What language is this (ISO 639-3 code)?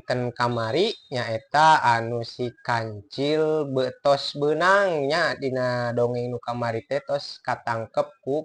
sun